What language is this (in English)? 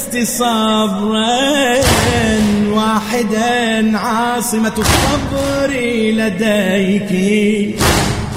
Arabic